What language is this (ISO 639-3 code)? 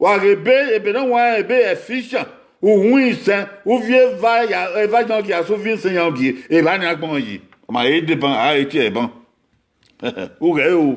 bin